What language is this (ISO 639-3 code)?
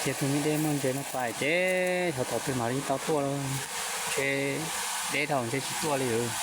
hmn